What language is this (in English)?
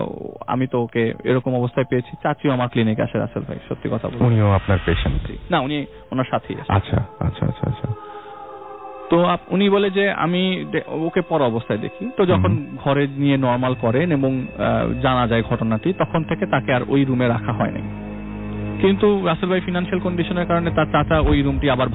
Bangla